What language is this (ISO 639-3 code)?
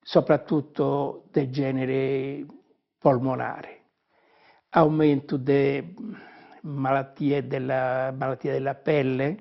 srd